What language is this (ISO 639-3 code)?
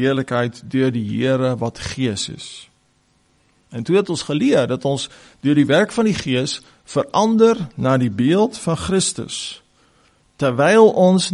afr